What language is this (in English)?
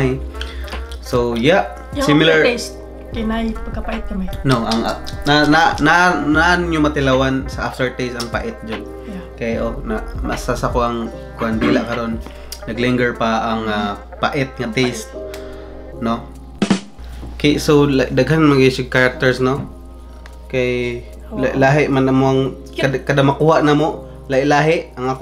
Cebuano